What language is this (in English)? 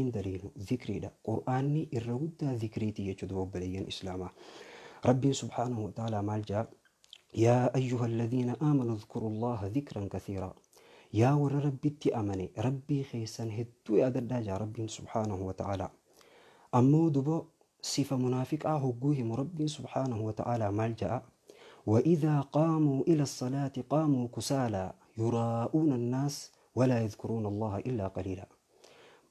Oromo